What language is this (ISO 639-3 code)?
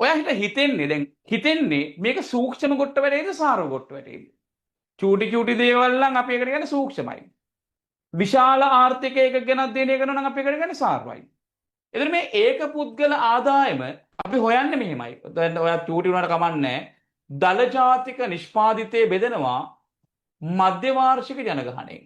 sin